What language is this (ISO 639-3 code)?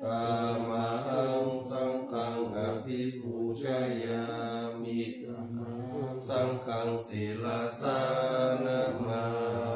pli